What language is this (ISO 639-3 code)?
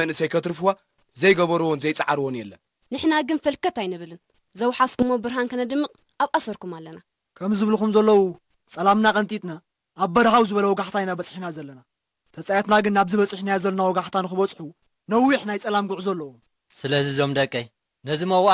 tir